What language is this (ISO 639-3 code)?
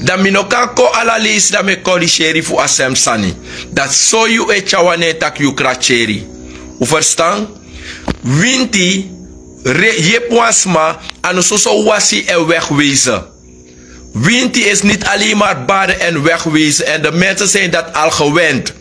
srn